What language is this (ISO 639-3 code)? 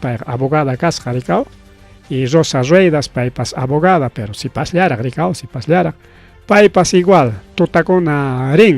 quy